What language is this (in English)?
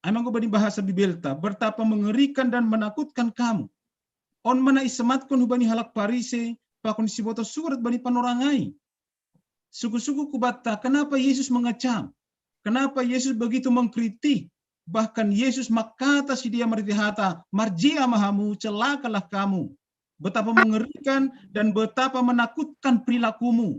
Batak Simalungun